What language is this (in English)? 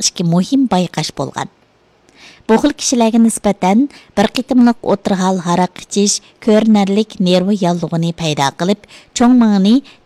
Uyghur